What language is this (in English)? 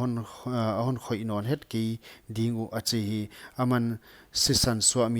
Paite Chin